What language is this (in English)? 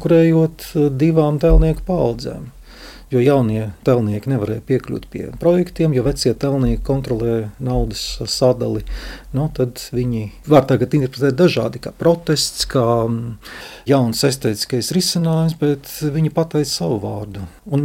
Latvian